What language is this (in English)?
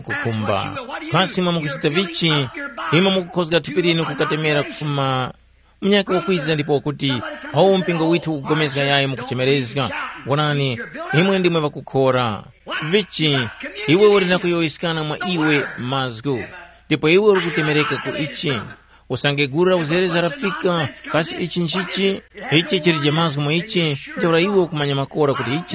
Tumbuka